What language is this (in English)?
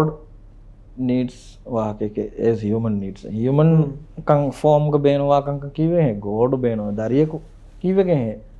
Divehi